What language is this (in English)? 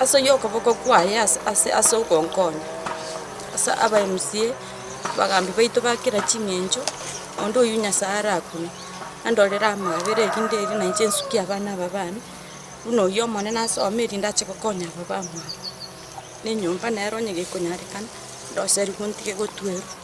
Gusii